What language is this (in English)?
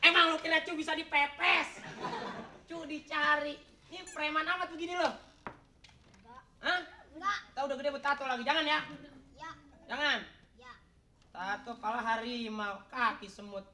Betawi